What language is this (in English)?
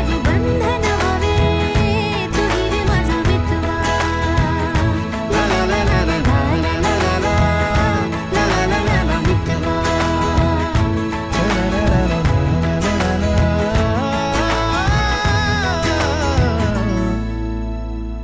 Marathi